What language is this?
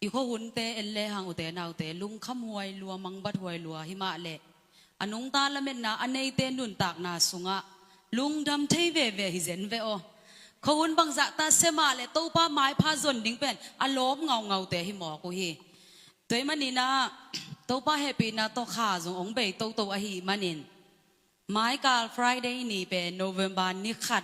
Tedim Chin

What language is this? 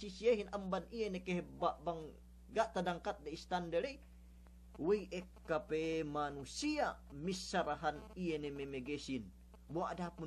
Yakan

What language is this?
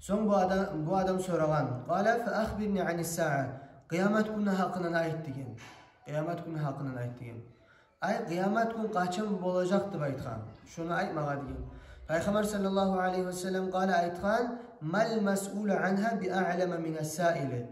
Kumyk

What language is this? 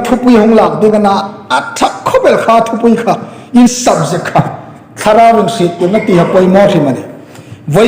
Hmar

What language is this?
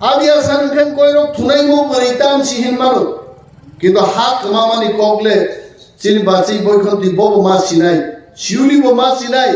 Kok Borok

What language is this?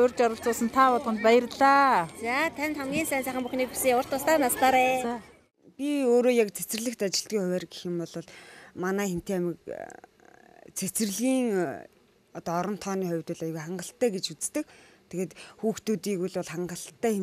Mongolian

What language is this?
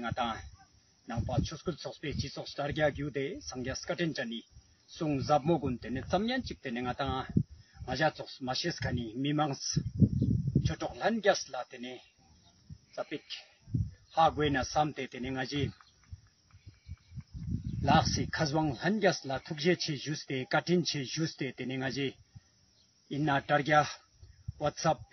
Ladakhi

